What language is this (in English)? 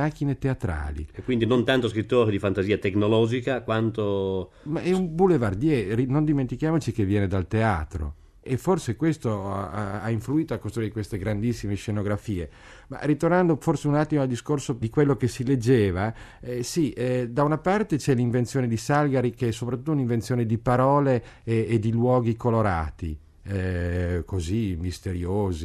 Italian